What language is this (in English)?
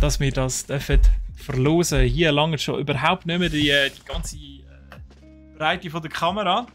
Swiss German